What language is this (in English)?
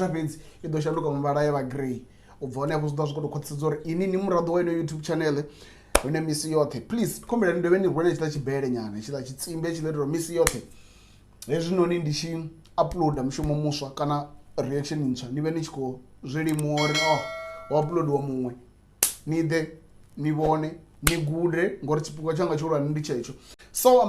Venda